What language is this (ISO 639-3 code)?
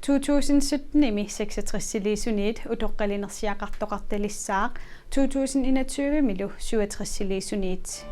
kal